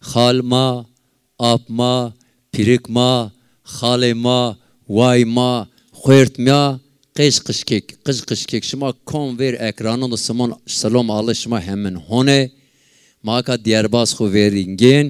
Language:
Zaza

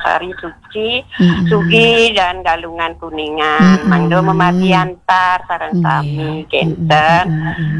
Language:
Balinese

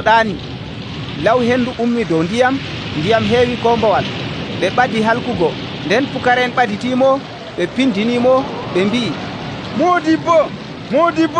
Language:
Nigerian Fulfulde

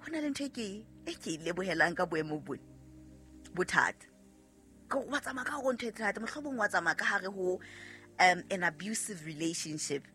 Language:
Southern Sotho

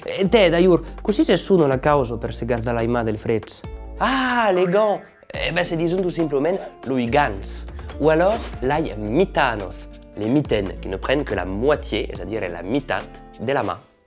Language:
Occitan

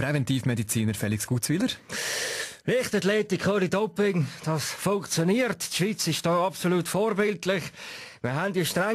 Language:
Swiss German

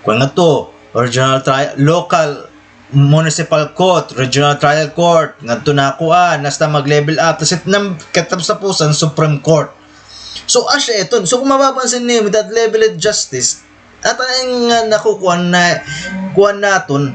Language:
Waray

